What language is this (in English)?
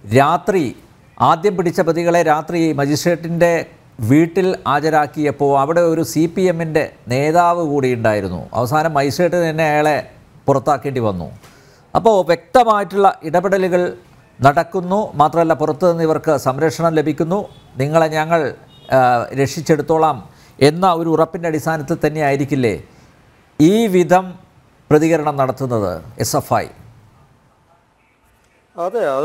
Malayalam